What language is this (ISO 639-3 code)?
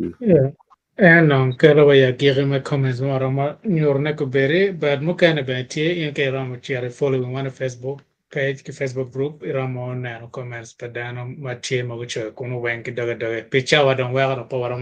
ach